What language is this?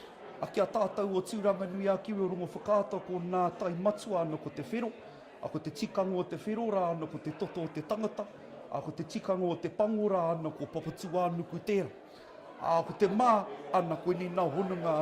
Māori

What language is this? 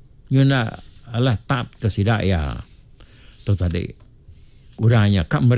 Iban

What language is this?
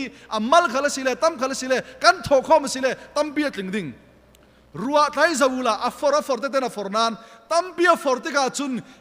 Falam Chin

